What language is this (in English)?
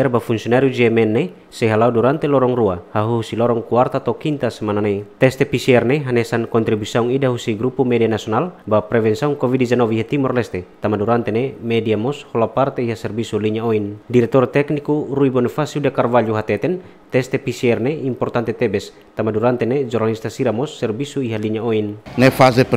Tetum